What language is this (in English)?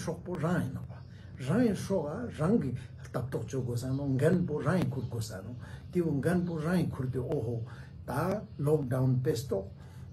Ladakhi